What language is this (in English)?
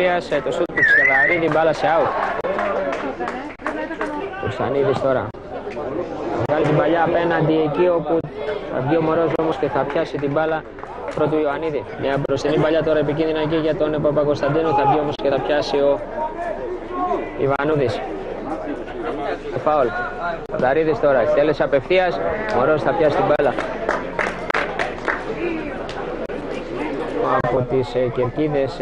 Greek